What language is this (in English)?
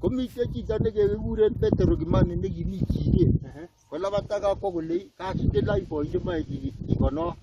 Kalenjin